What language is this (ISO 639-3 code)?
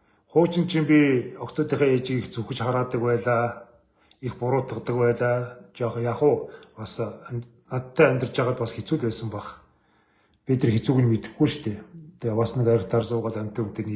mon